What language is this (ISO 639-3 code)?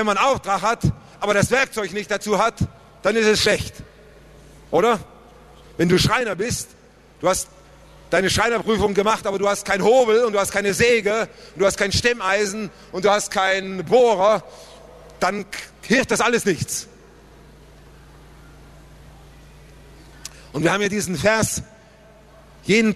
deu